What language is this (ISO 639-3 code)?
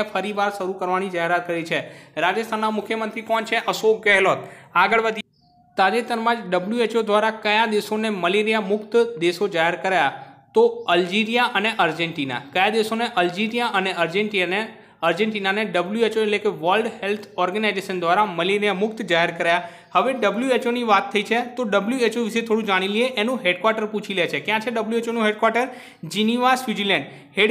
guj